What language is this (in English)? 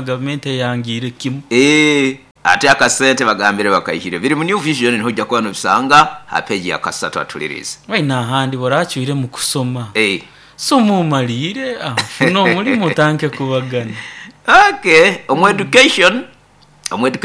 Nyoro